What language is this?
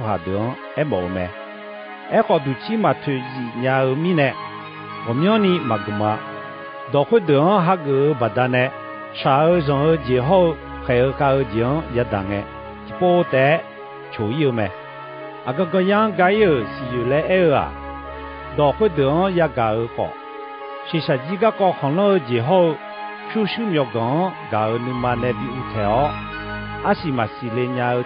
Akha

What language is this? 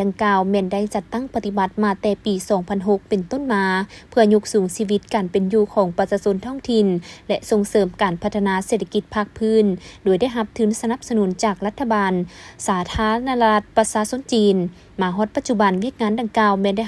Lao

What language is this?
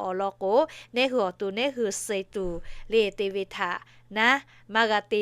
Lahu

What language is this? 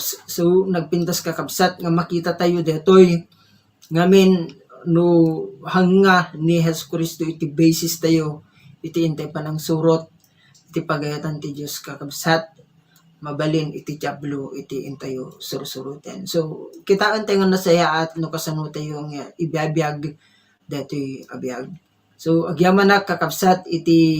Iloko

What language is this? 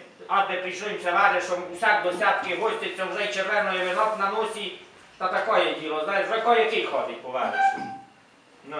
Rusyn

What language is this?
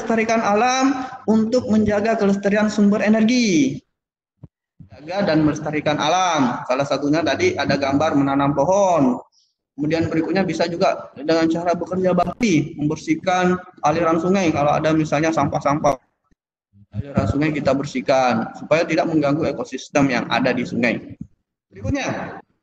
Indonesian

